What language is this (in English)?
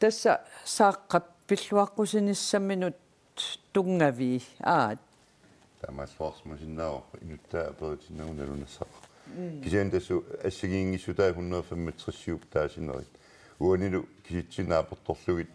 Kalaallisut